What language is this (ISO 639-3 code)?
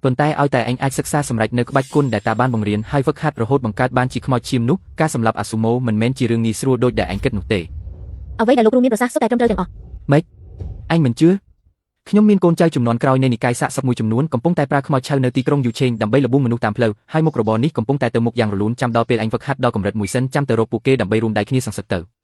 khm